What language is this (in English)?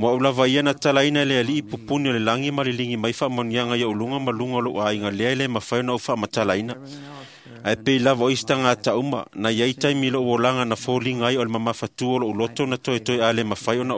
Samoan